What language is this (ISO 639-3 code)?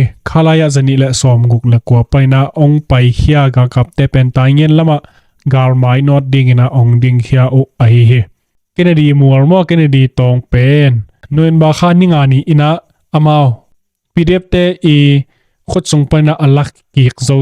ctd